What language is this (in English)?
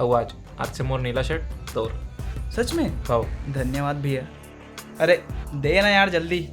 Chhattisgarhi